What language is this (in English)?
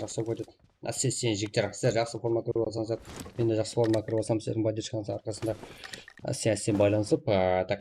Kara-Kalpak